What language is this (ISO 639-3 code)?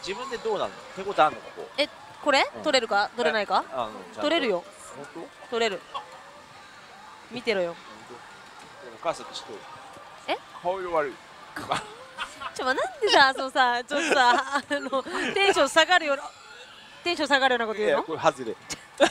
jpn